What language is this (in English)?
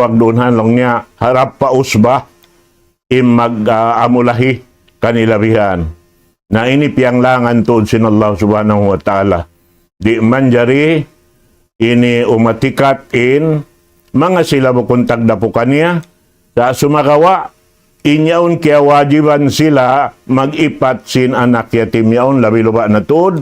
Tausug